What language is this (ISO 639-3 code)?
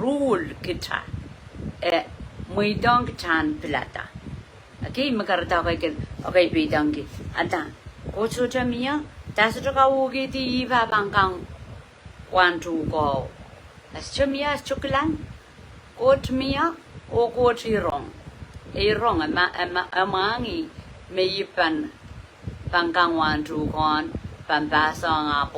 pon